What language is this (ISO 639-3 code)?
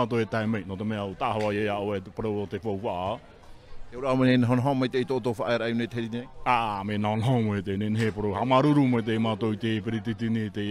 tah